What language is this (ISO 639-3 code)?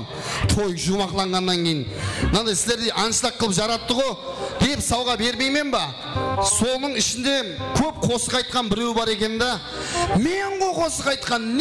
kaa